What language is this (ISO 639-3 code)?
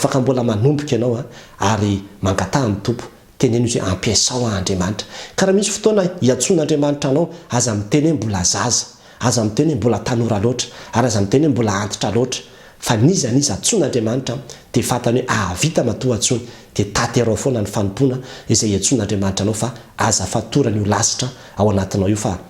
mlg